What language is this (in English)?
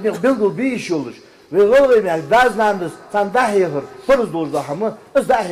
Ingush